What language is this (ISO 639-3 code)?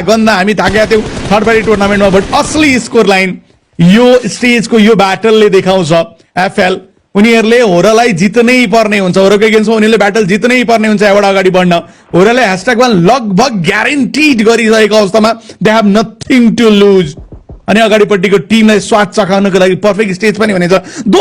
nep